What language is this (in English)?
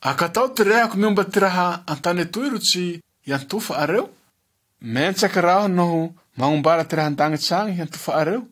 Malagasy